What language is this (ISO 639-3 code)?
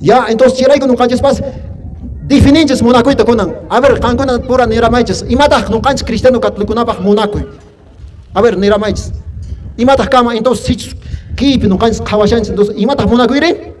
que